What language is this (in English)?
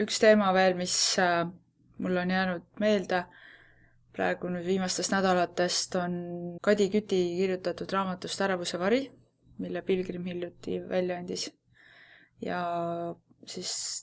Estonian